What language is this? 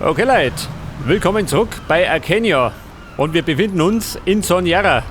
Bavarian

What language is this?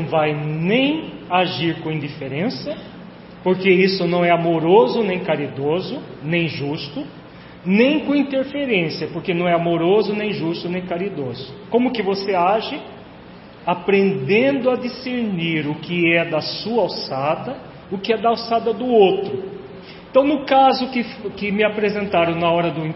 Portuguese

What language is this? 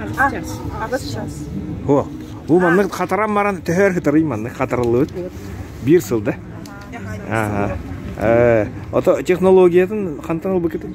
Yakut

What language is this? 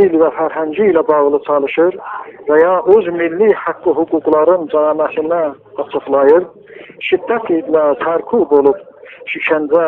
South Azerbaijani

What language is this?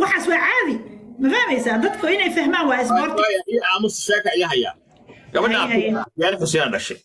Somali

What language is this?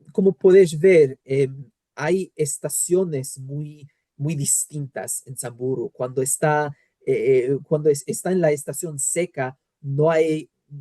Ladino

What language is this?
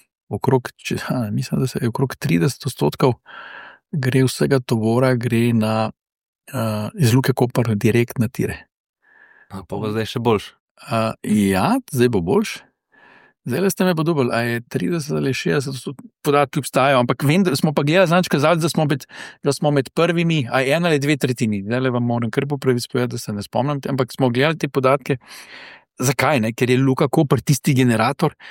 Slovenian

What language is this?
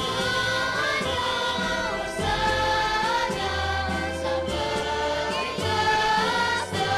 Hiligaynon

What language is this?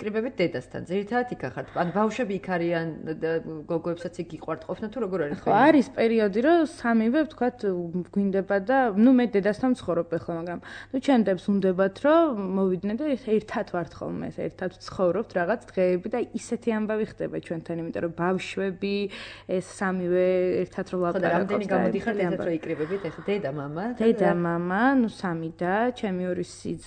Georgian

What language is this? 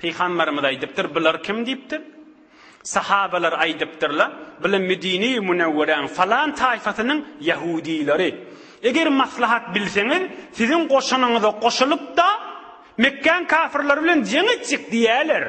Turkmen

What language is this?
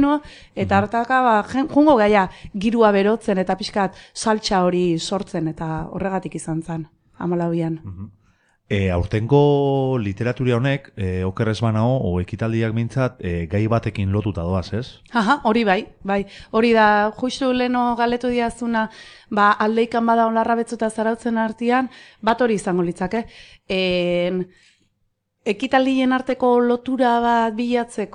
Basque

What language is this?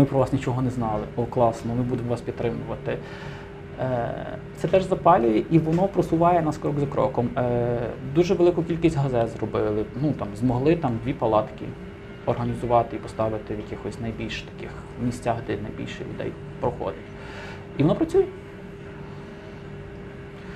Ukrainian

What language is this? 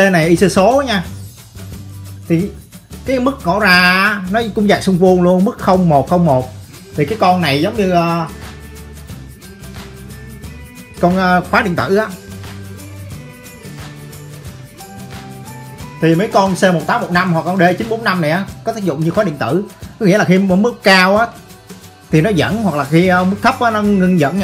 Vietnamese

